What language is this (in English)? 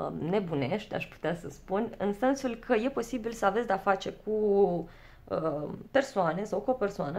Romanian